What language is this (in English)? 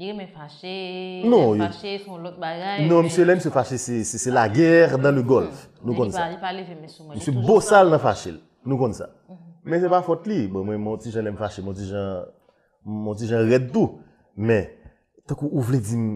Haitian Creole